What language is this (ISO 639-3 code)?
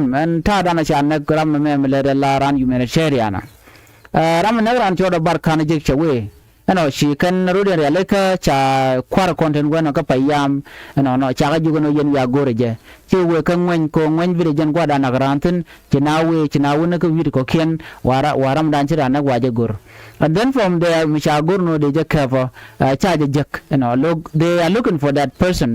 nus